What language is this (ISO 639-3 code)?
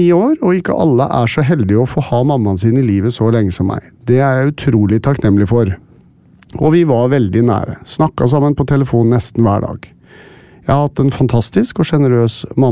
nor